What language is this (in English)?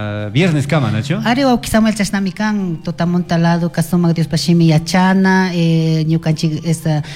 Chimborazo Highland Quichua